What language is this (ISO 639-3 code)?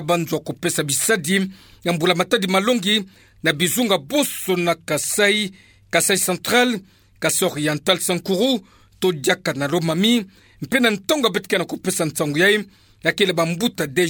ktu